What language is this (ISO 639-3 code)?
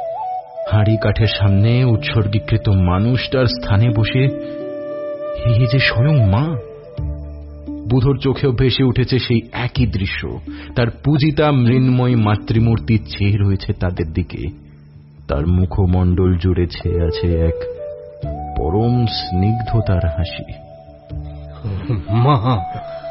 ben